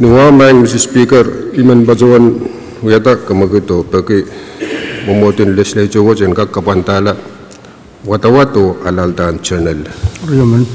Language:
Pohnpeian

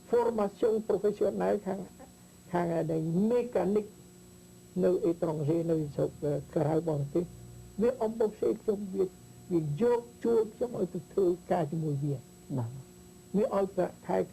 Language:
Khmer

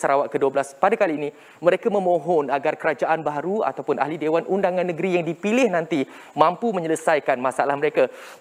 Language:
Malay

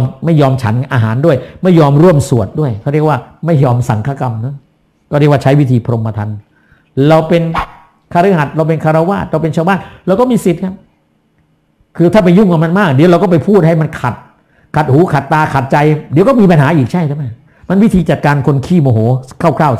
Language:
Thai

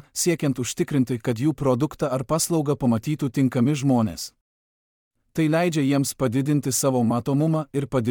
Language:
Lithuanian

